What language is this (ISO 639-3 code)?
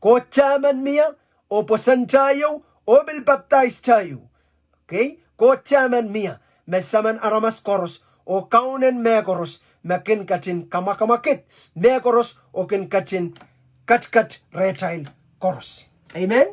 pon